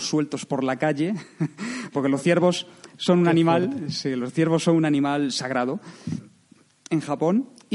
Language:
Spanish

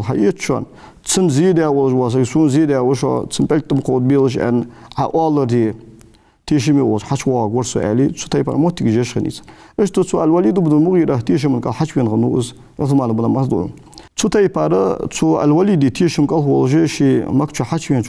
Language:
Ingush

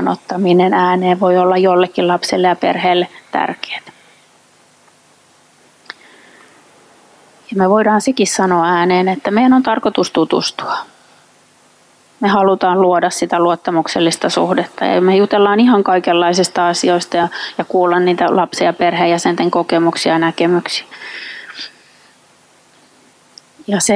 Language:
Finnish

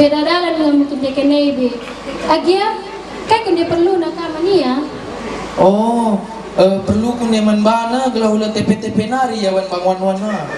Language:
Batak Karo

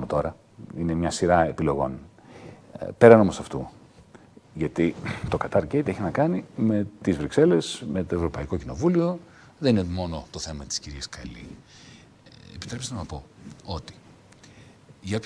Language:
Greek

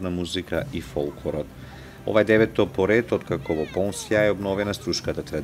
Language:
Macedonian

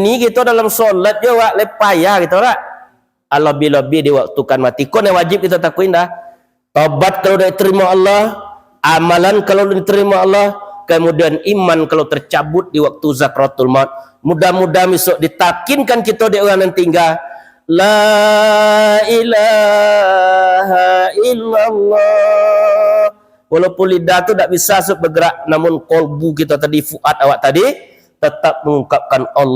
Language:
Minangkabau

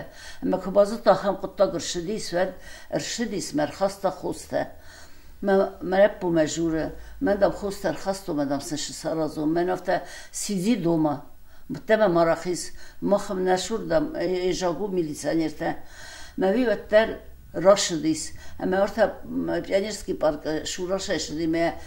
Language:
Ossetic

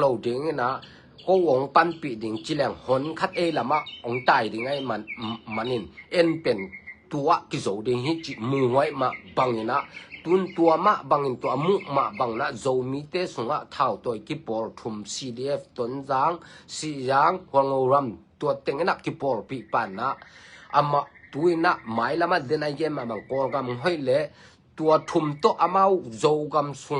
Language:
Tedim Chin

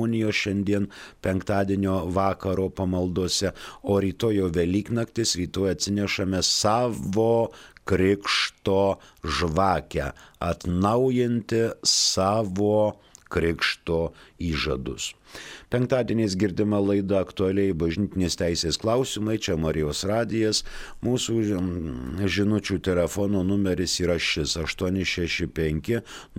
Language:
Lithuanian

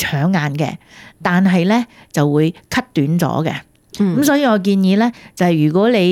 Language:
Cantonese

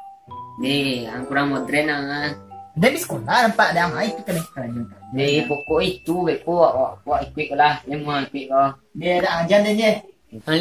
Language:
Minangkabau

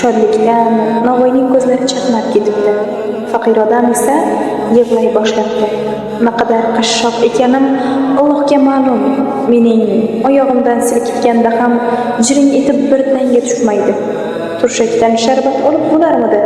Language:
Uzbek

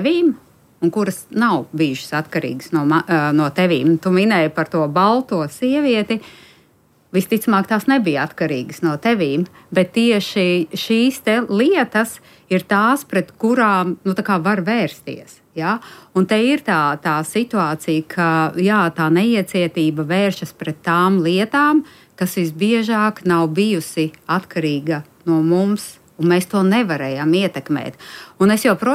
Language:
Latvian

